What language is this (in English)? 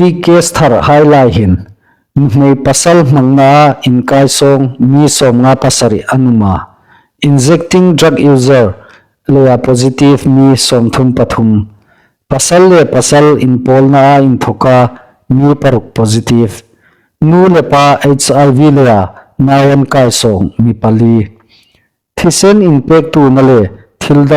Hmar